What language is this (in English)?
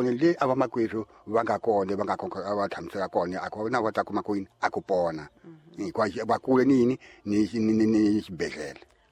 Tsonga